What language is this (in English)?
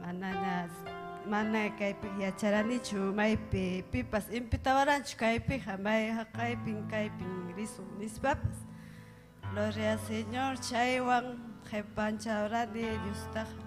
Ayacucho Quechua